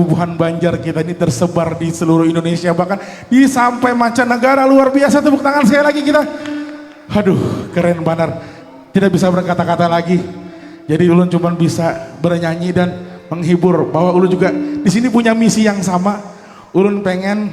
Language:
Banjar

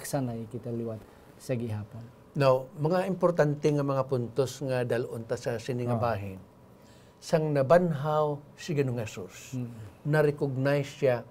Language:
Hiligaynon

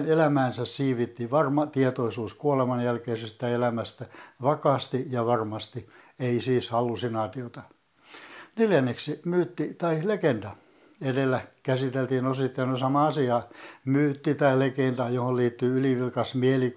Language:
Finnish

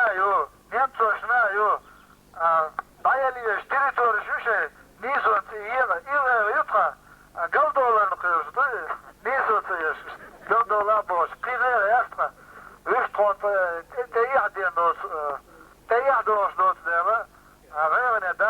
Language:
Chechen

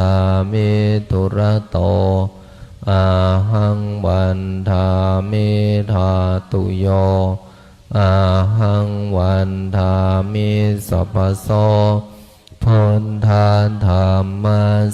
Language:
Pali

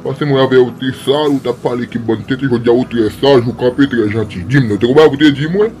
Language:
Haitian Creole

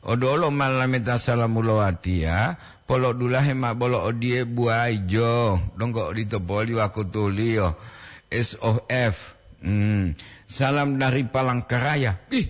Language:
Gorontalo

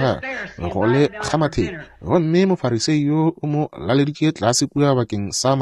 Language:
Northern Sotho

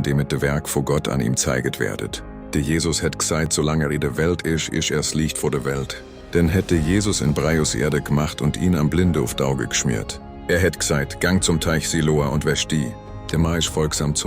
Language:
Swiss German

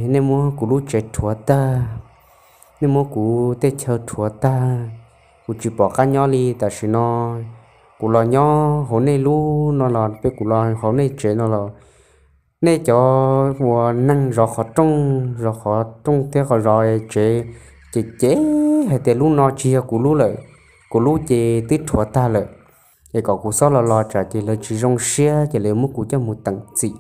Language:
Hmong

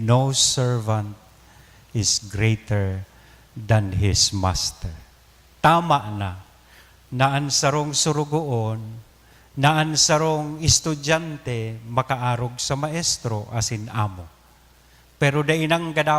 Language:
Bikol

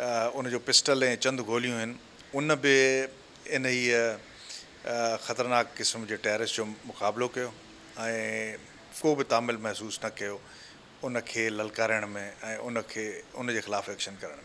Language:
Sindhi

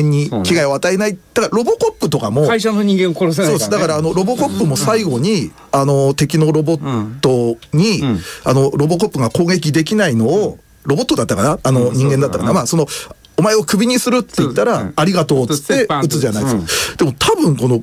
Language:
Japanese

